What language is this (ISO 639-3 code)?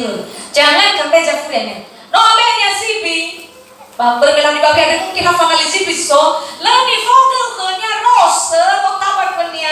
nia